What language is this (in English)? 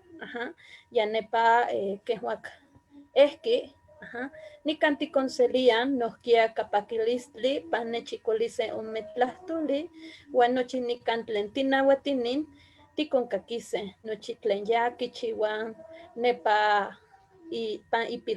Eastern Huasteca Nahuatl